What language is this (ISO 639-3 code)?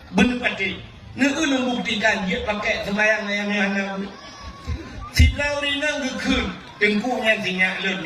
ace